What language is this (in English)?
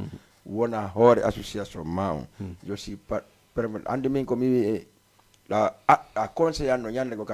Fula